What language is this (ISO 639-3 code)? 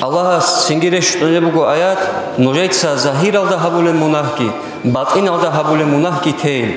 ava